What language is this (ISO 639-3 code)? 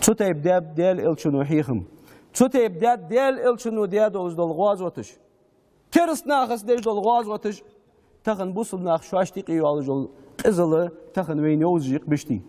inh